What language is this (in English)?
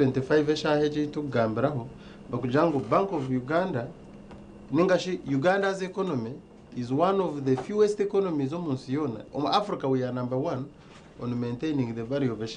Nyankole